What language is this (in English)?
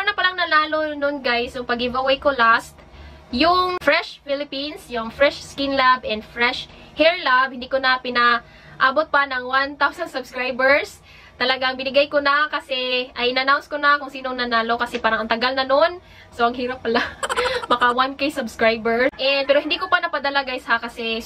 Filipino